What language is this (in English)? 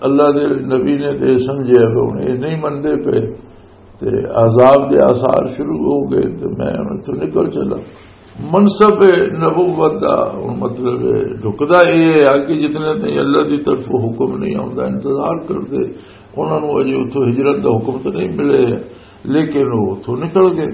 Western Panjabi